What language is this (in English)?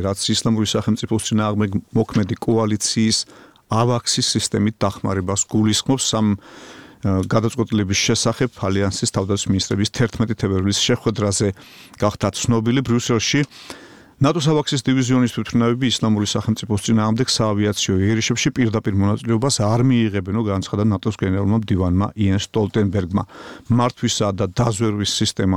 Georgian